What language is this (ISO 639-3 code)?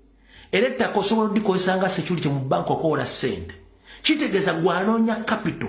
lug